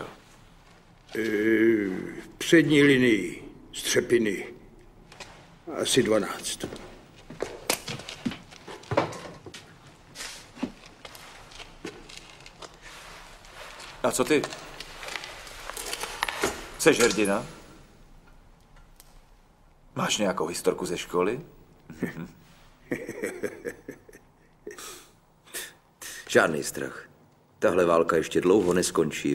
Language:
Czech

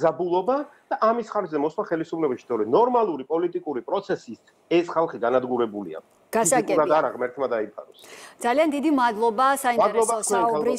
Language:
Georgian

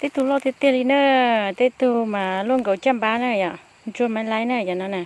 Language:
Hmong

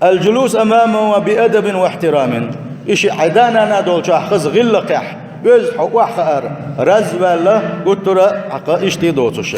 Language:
Chechen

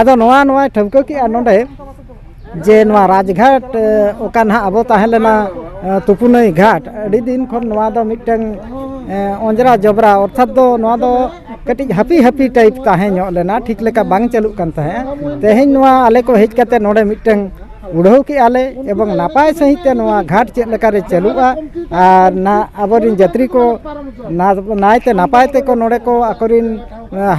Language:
Santali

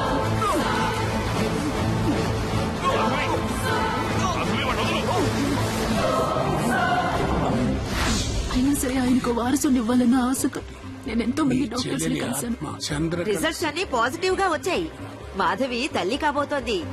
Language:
Telugu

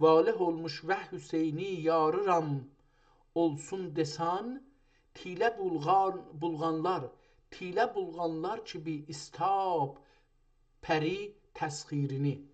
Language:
South Azerbaijani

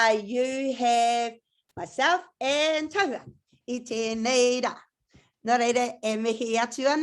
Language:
Māori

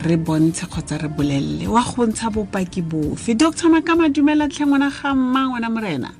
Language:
Tswana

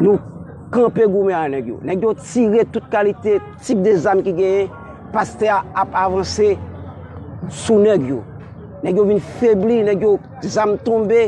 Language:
Haitian Creole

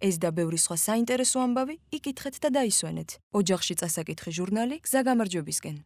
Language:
Georgian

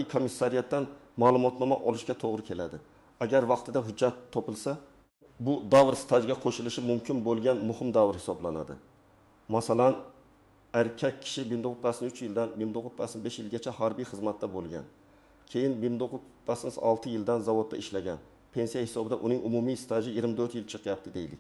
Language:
Uzbek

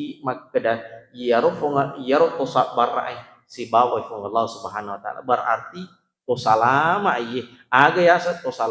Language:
Buginese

